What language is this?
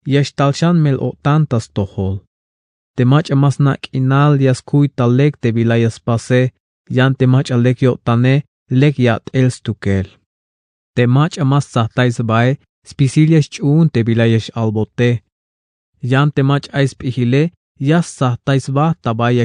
Tzeltal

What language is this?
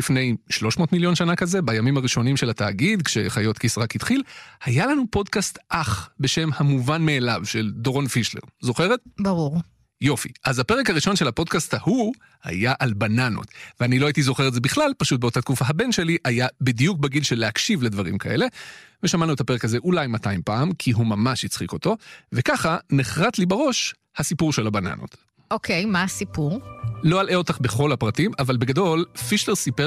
Hebrew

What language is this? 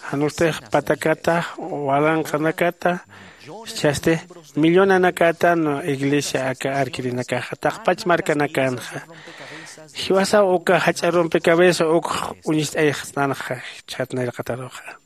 Aymara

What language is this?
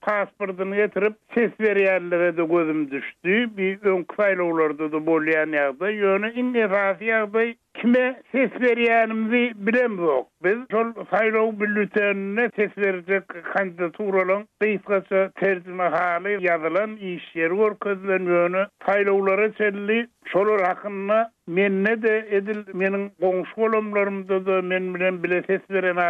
Turkmen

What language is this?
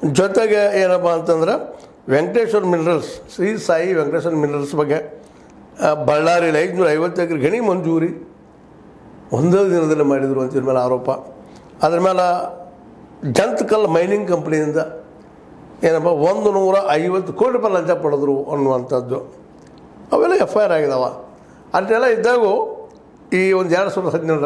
Kannada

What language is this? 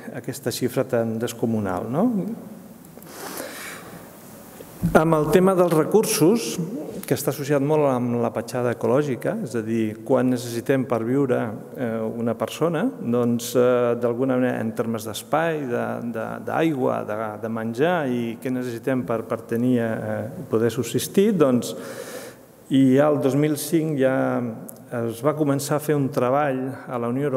Catalan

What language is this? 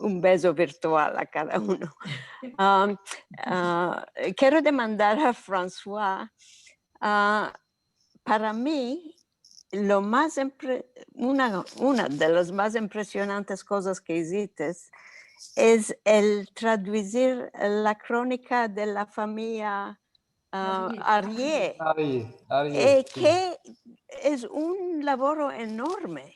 Ladino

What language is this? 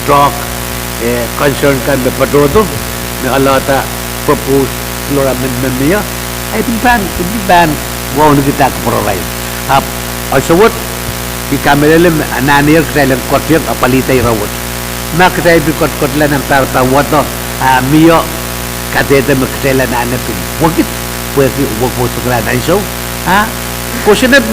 Pohnpeian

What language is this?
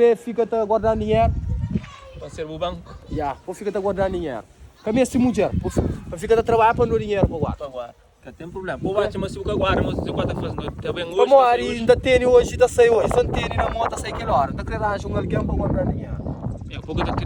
Kabuverdianu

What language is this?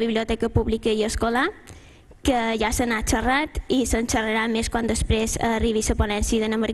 Catalan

